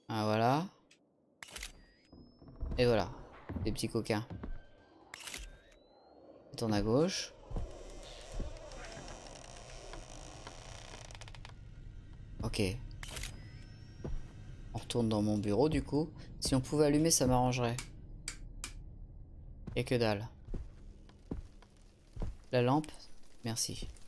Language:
French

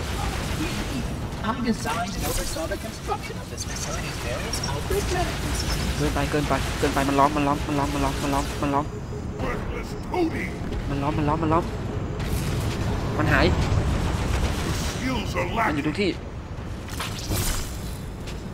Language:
Thai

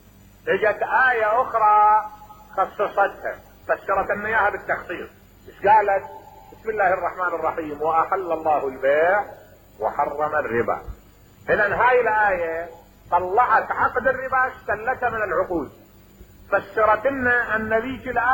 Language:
Mesopotamian Arabic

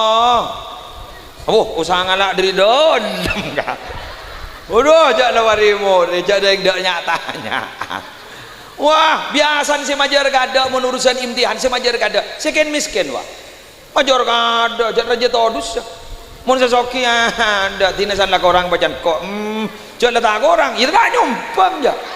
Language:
Madurese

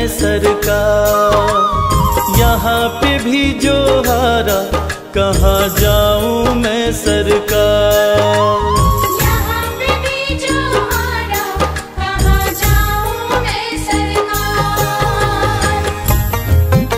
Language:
Hindi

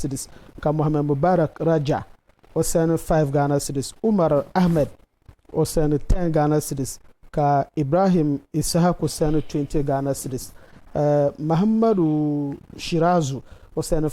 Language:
Dagbani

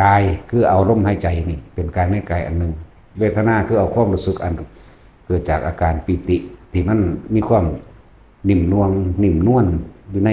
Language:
Lao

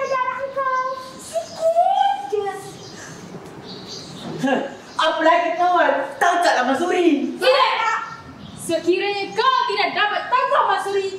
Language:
Malay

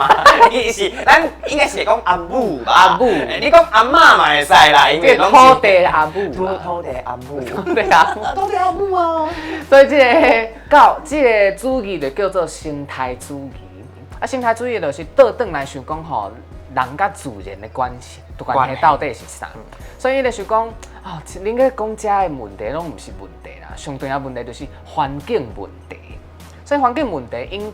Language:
Min Nan Chinese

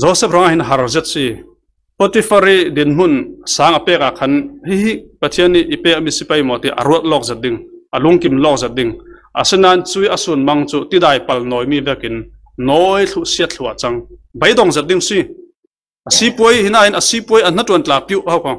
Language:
Falam Chin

